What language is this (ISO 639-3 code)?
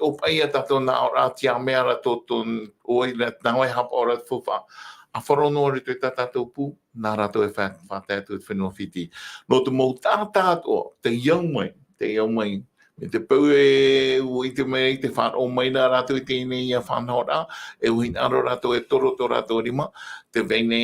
tah